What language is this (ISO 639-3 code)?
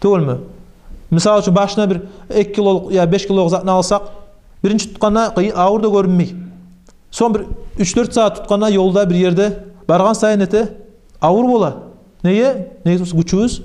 kum